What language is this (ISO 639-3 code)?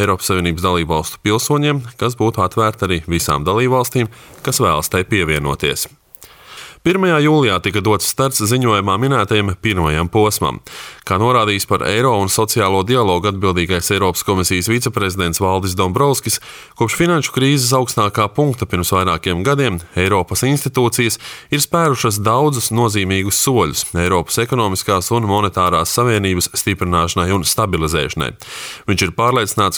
lav